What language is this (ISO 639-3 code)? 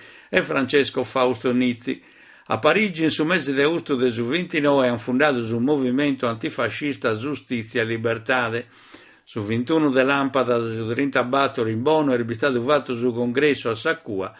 srd